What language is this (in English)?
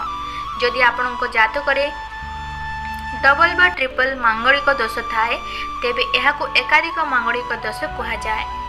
Odia